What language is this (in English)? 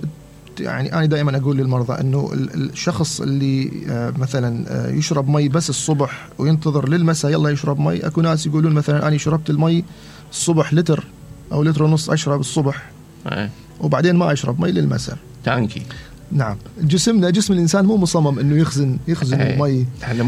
Mesopotamian Arabic